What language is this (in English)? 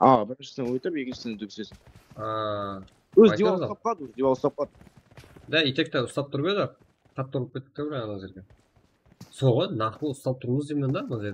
Kara-Kalpak